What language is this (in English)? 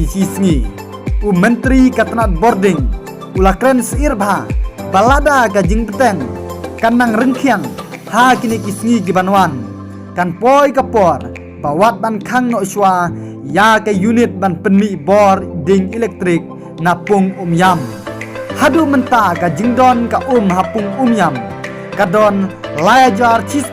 Khasi